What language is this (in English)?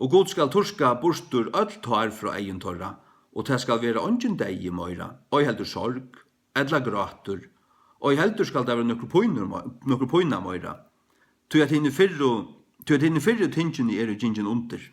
Faroese